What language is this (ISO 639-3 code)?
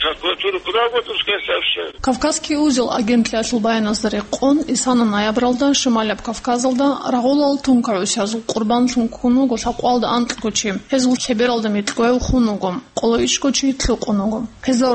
ava